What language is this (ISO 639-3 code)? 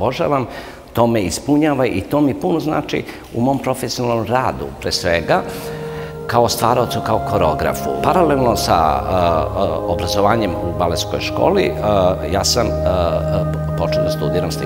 srp